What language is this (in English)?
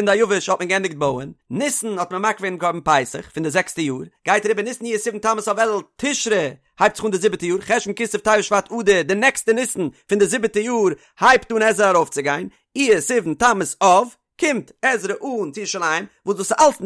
Yiddish